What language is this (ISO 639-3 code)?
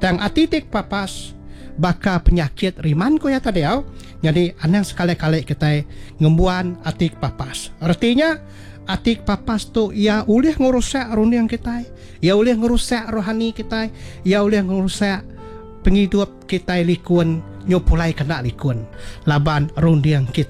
iba